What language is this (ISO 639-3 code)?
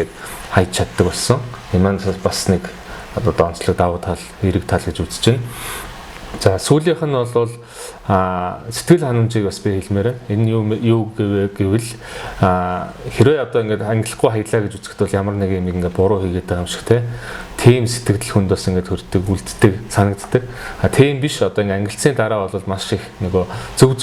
mon